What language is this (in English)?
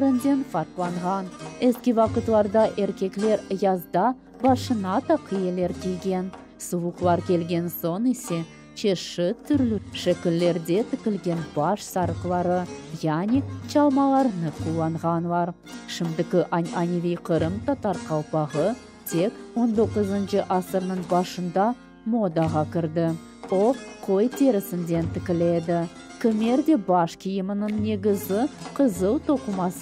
Crimean Tatar